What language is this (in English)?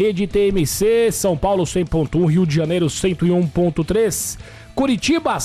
Portuguese